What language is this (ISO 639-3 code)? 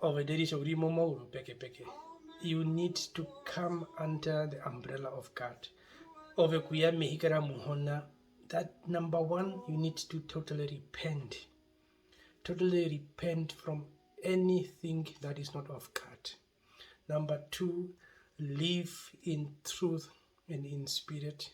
her